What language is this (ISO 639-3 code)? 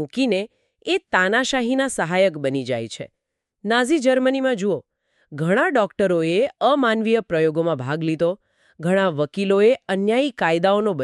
guj